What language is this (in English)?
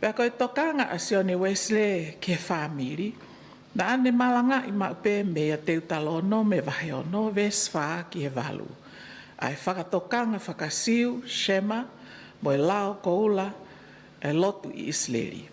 Tongan